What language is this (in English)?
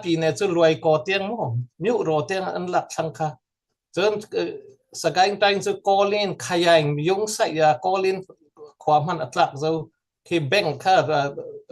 Falam Chin